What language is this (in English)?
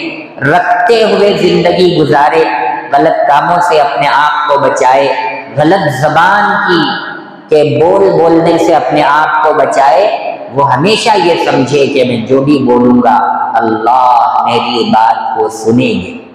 Urdu